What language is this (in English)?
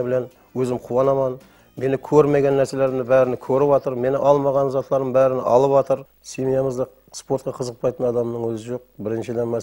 Kara-Kalpak